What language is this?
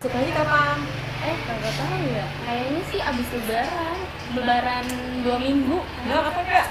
Betawi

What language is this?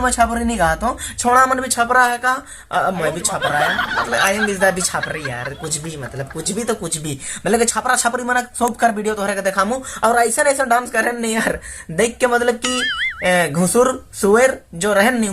Sadri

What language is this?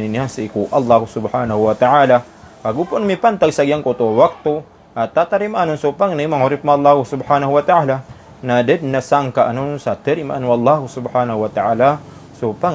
Maranao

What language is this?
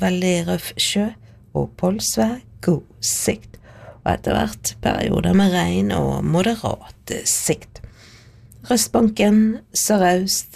Norwegian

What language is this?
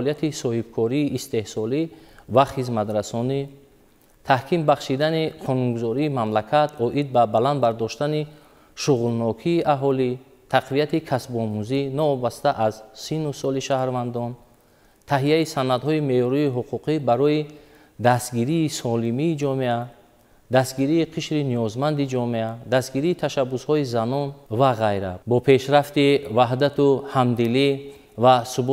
Tajik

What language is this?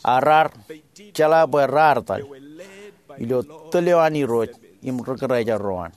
Marshallese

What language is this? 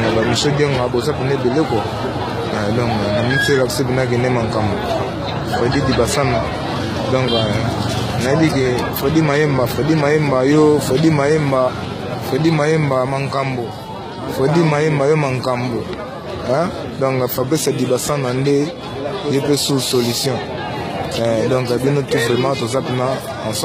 Lingala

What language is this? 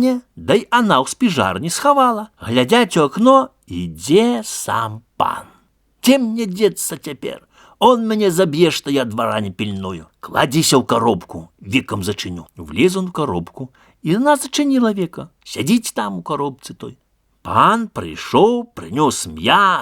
Belarusian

